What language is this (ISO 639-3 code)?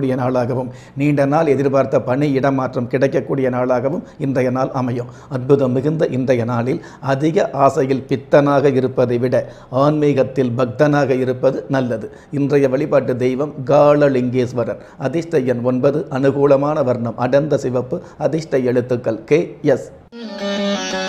tam